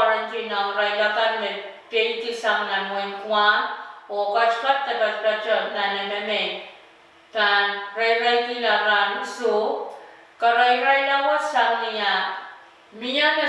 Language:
Pohnpeian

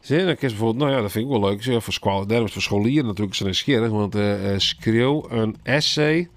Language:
Western Frisian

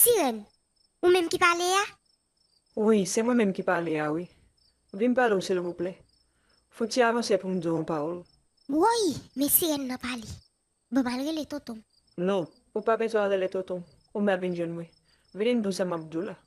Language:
Haitian Creole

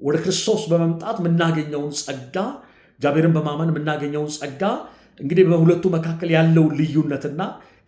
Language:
Amharic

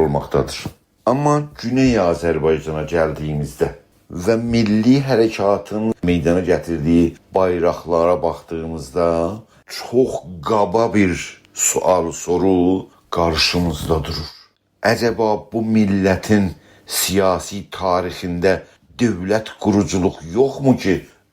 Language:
South Azerbaijani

